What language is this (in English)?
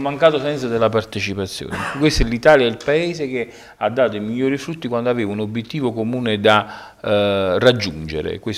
Italian